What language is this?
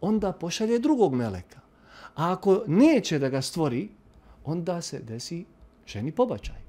Bosnian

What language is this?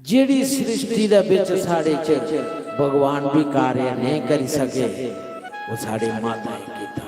Dogri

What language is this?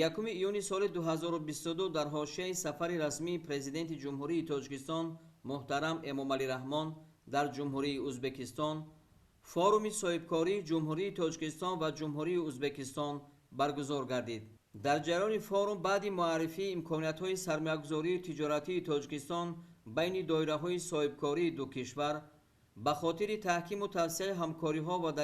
Tajik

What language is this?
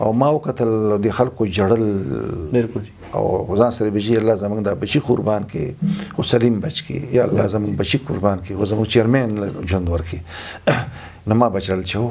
Pashto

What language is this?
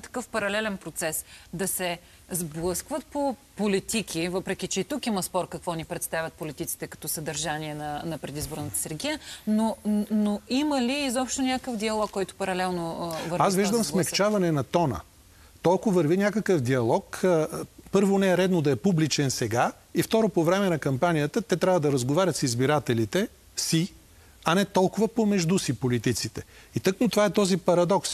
Bulgarian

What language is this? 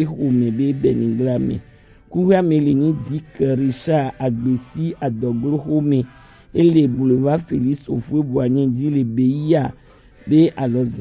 Gen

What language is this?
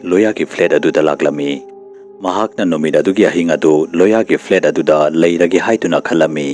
Manipuri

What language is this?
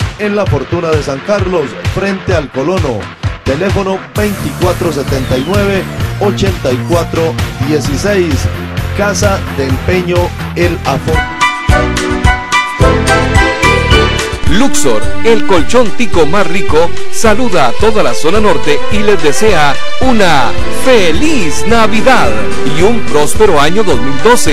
Spanish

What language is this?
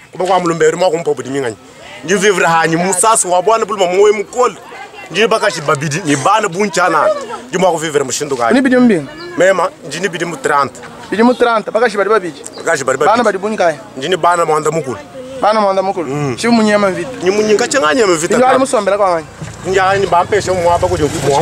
Luba-Lulua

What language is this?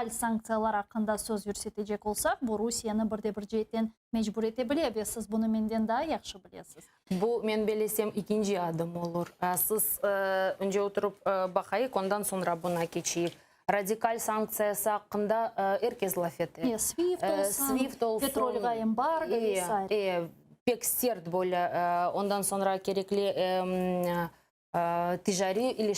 Crimean Tatar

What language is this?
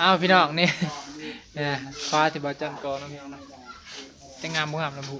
Northeastern Thai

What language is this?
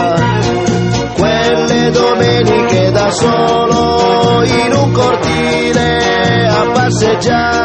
Italian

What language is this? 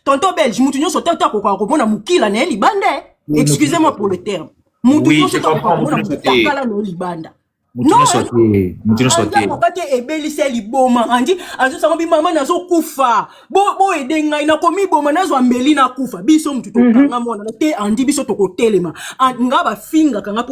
Lingala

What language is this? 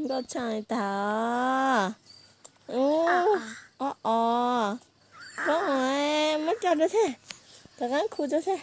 Hmong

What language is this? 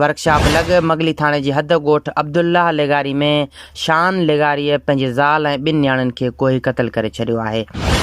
Sindhi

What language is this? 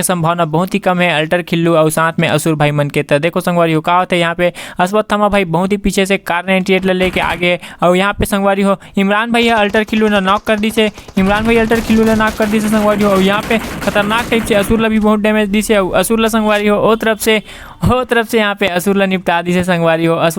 Chhattisgarhi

